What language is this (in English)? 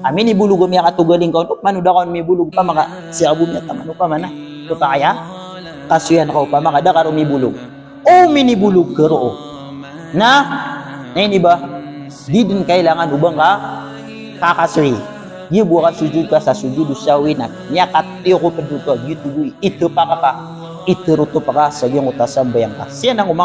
Maranao